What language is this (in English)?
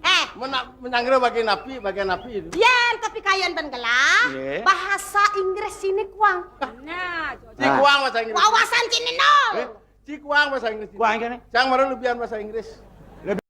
Balinese